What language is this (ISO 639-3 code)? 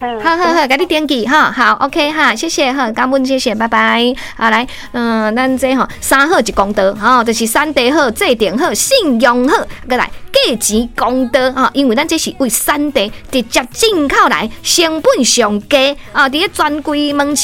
nan